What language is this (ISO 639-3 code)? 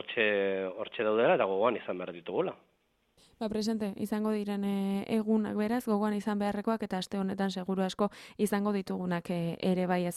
eus